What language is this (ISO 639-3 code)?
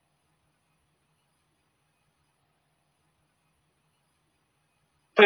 mar